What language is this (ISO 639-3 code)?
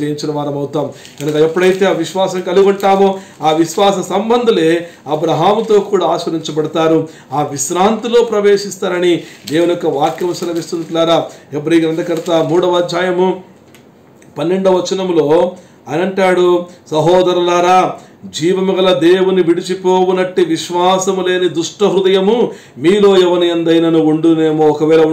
tel